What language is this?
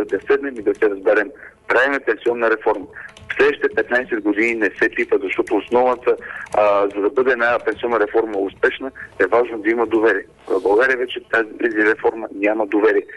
Bulgarian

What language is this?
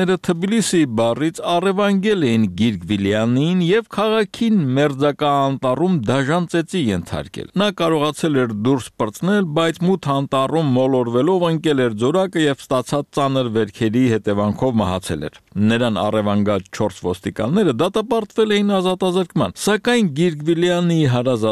Armenian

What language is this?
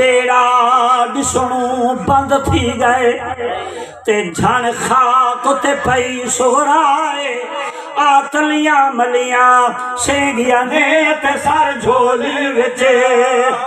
Saraiki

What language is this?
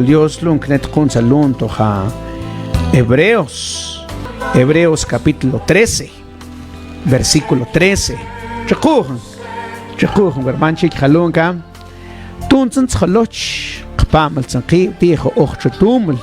Mam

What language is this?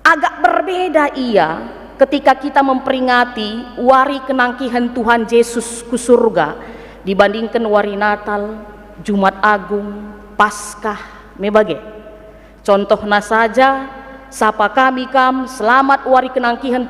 Batak Karo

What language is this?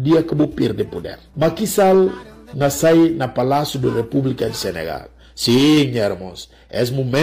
Upper Guinea Crioulo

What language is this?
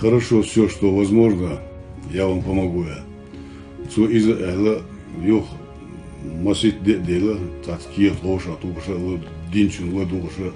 Chechen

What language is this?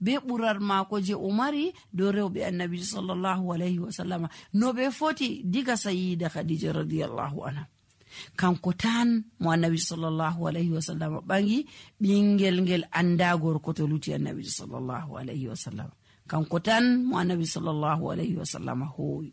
Nigerian Fulfulde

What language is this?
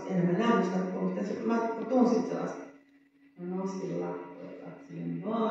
Finnish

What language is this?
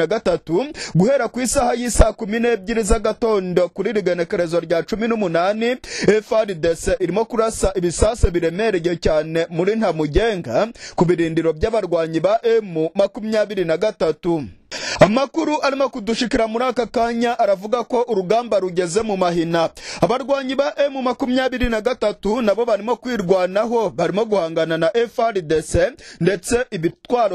Kinyarwanda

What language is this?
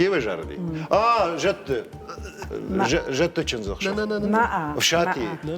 Ossetic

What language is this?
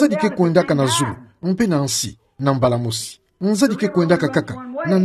Kituba (Democratic Republic of Congo)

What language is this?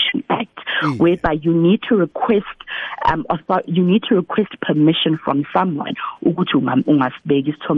South Ndebele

